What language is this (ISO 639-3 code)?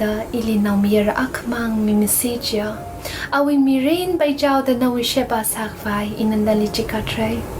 nmf